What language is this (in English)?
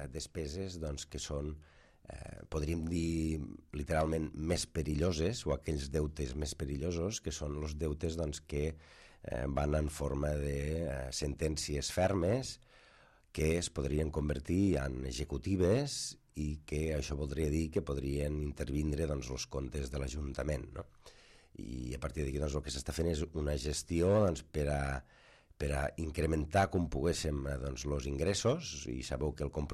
Catalan